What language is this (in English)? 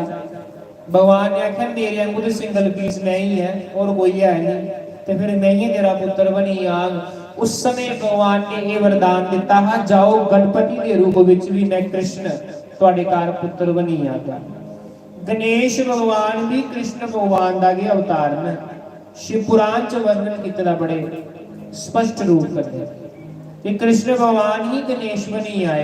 Dogri